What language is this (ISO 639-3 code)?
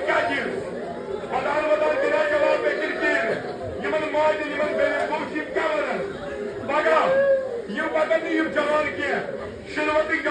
kas